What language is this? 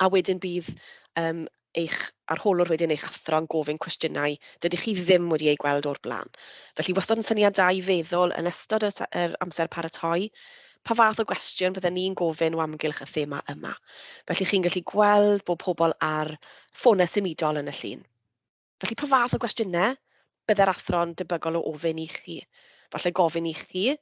Welsh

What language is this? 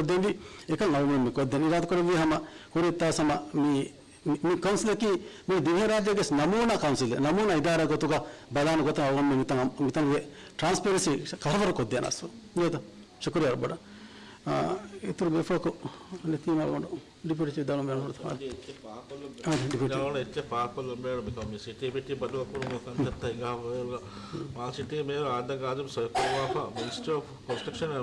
Divehi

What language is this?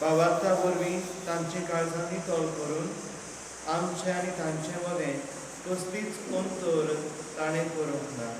Konkani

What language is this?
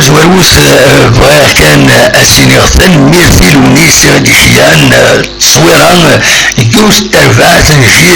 Kabyle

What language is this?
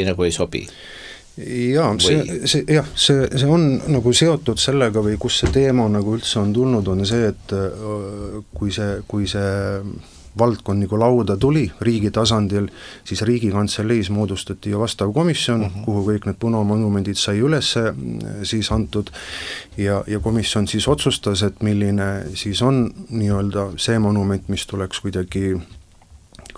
Estonian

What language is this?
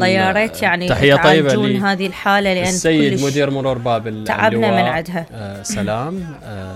Mesopotamian Arabic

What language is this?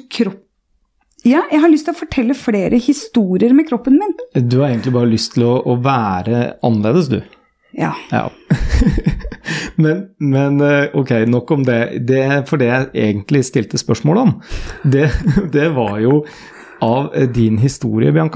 Norwegian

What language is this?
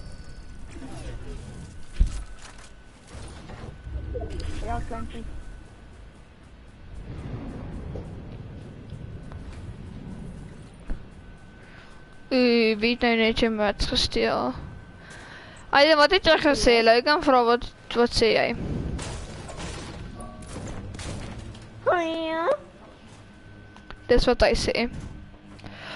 Afrikaans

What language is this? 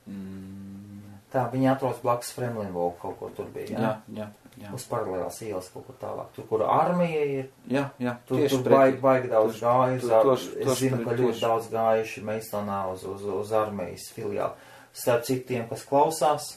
Latvian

